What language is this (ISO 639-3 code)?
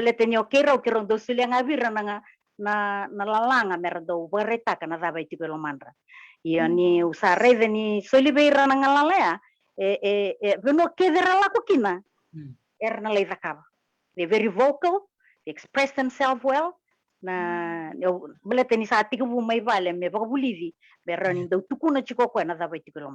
fij